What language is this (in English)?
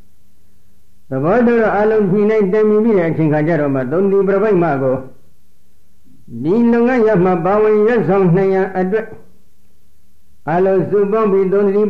Burmese